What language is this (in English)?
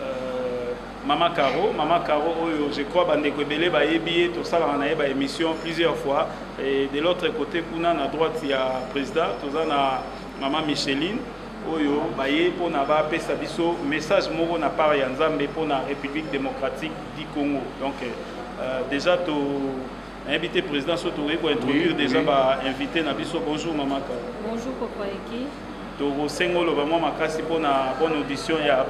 Lingala